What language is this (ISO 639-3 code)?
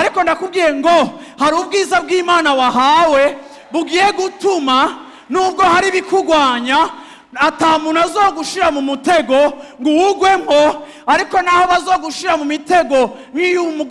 run